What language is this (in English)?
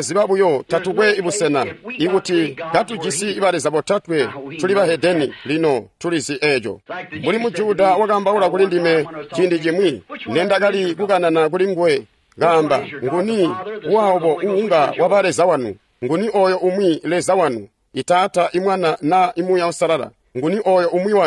Tonga (Zambia)